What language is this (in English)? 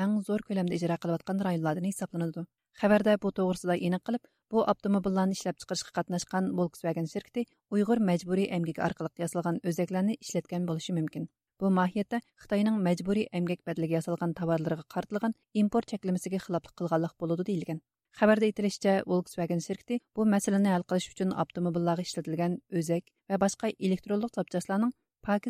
Uyghur